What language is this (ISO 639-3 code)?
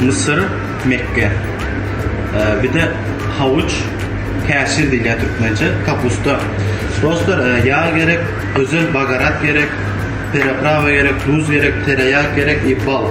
tuk